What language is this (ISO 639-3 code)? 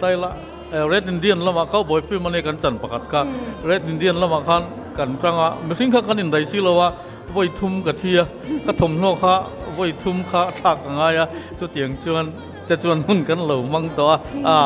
lus